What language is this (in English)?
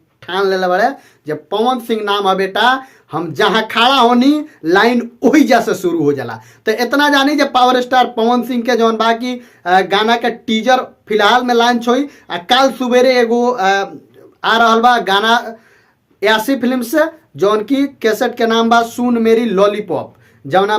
Bhojpuri